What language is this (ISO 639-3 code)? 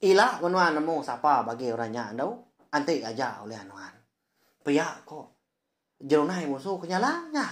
iba